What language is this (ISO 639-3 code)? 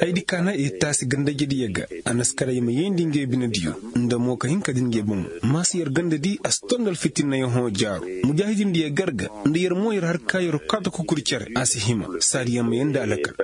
ses